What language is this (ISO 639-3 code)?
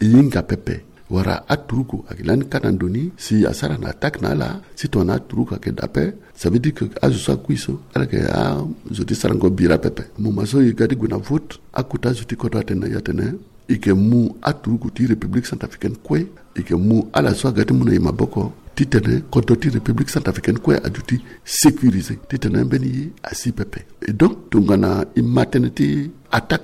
sag